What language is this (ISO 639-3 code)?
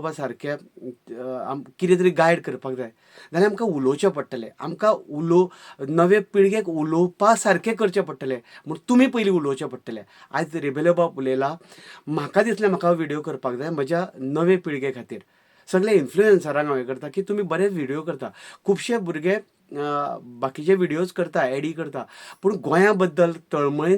kok